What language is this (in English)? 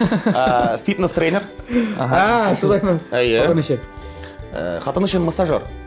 Tatar